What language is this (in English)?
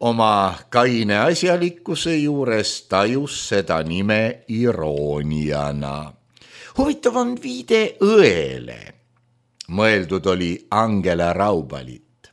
Estonian